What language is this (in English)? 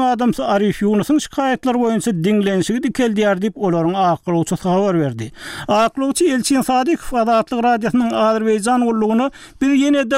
Turkmen